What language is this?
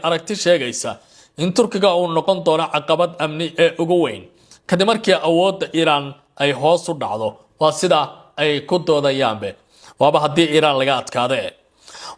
Somali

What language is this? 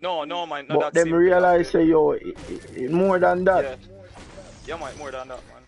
Jamaican Creole English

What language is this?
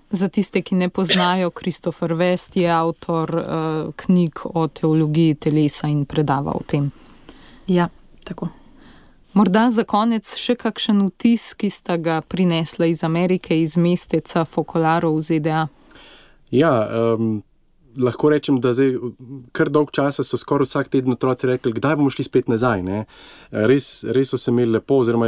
Slovenian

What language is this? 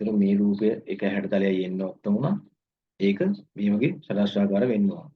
Sinhala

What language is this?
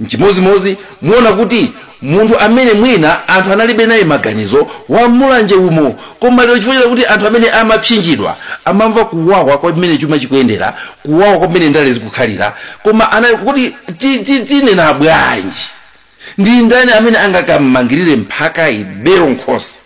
Nyanja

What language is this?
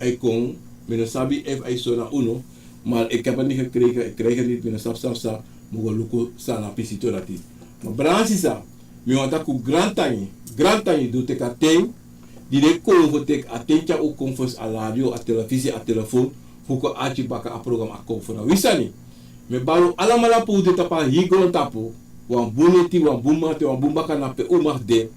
Sranan Tongo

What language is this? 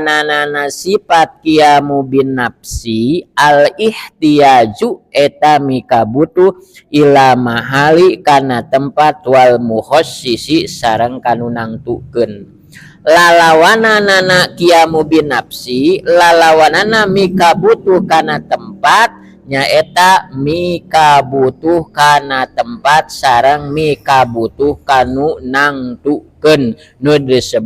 Sundanese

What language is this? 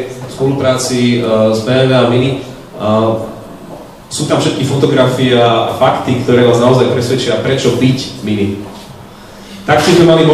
Slovak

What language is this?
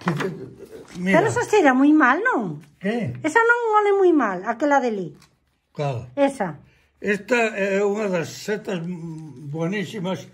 Galician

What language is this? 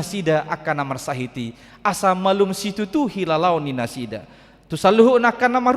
Batak Toba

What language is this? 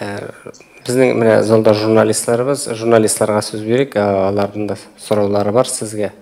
Tatar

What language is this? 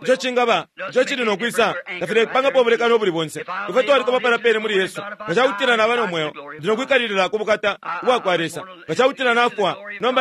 Bemba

